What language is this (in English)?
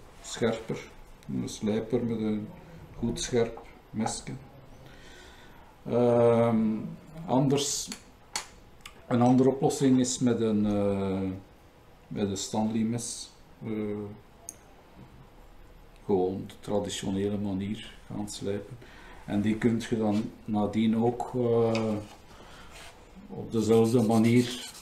Dutch